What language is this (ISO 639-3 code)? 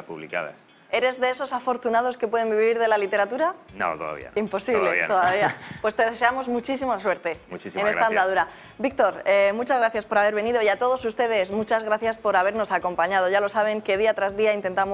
spa